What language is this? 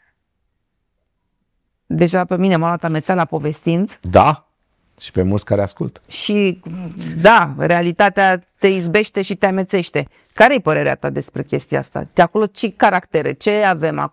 Romanian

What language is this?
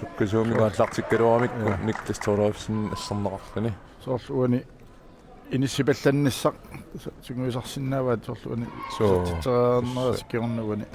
Kalaallisut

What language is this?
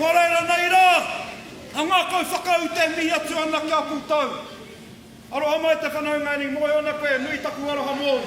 Māori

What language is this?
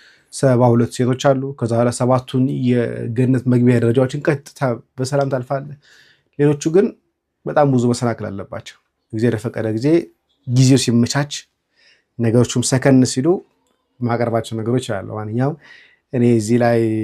Amharic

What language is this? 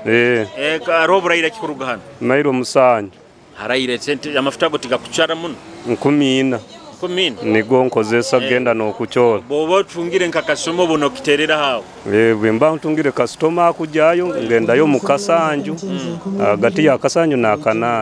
Nyoro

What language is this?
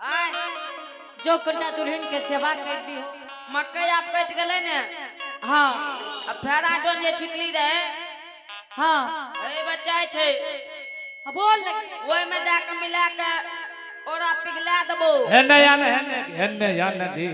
Angika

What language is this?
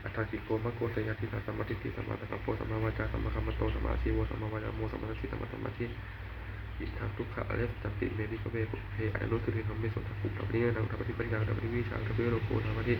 Pali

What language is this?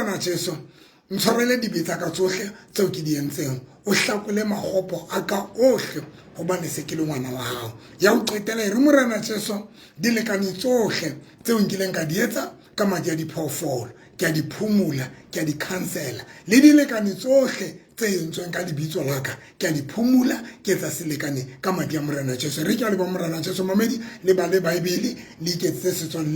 Southern Sotho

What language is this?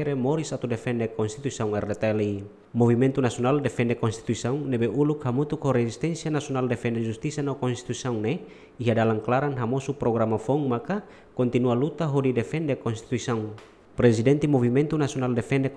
Tetum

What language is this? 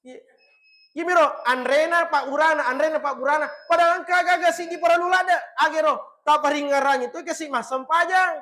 Buginese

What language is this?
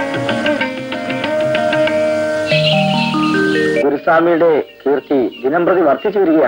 Malayalam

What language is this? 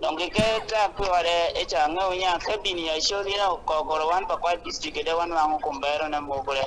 Acoli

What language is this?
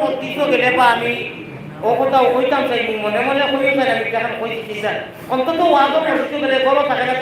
Sylheti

